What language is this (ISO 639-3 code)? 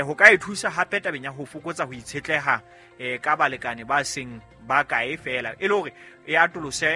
sot